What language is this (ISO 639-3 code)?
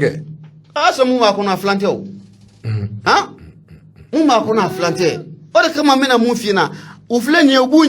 bam